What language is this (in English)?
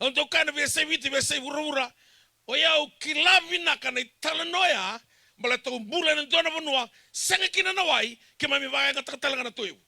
Fijian